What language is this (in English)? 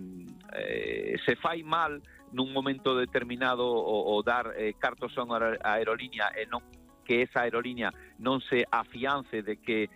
Galician